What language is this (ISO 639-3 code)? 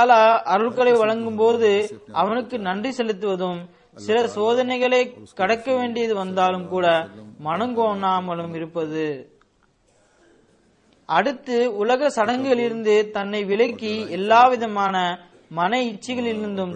tam